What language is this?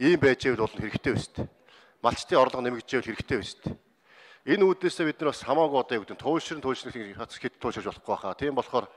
Mongolian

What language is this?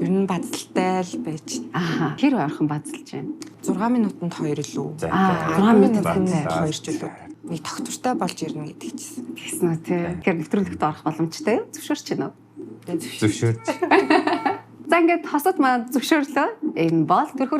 Mongolian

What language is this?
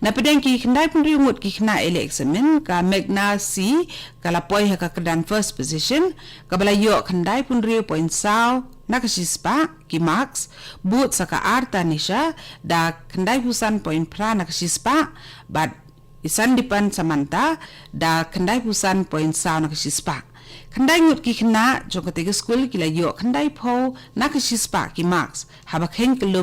Khasi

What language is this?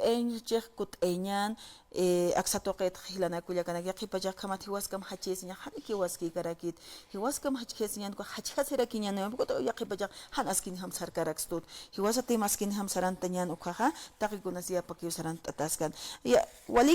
Aymara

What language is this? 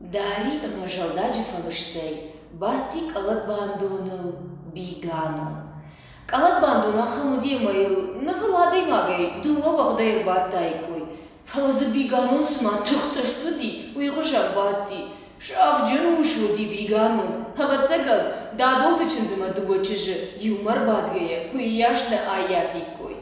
Ossetic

